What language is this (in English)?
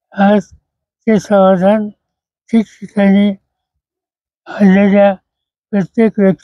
Marathi